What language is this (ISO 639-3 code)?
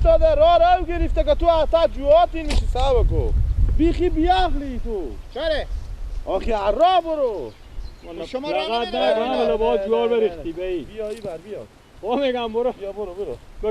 fas